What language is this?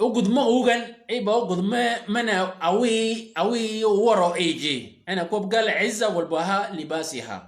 Shilluk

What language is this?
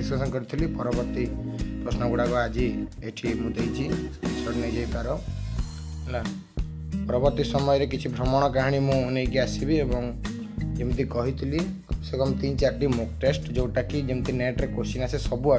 Odia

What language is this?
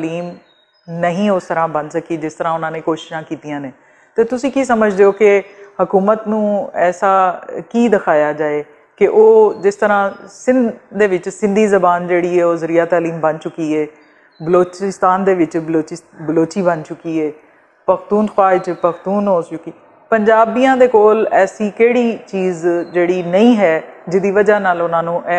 Western Panjabi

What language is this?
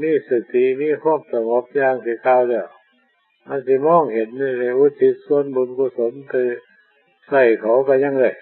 Northeastern Thai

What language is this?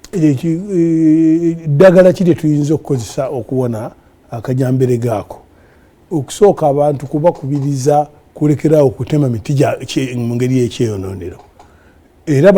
Ganda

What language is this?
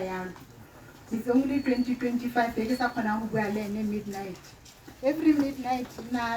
Tswana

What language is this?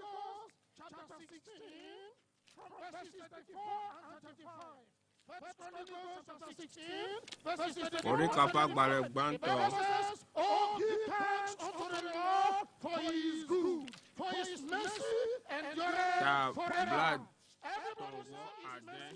Ewe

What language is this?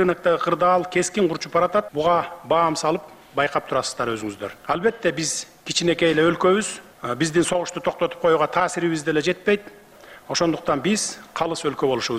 Kyrgyz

